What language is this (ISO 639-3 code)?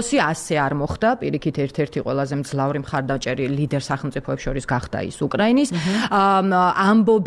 kat